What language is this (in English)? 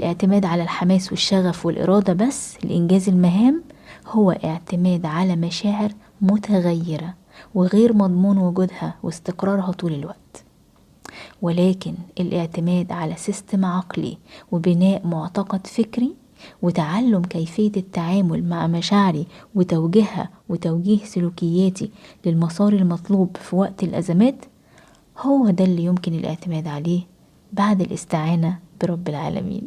Egyptian Arabic